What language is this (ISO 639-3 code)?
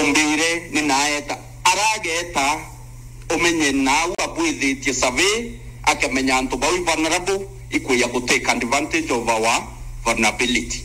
mer